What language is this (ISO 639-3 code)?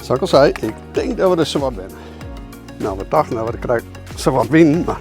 fry